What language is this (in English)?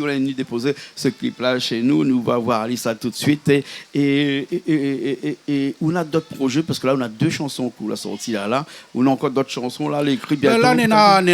Réunion Creole French